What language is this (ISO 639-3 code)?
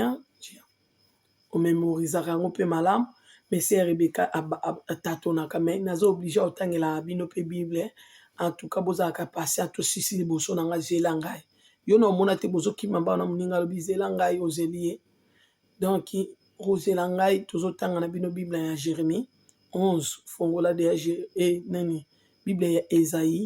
lin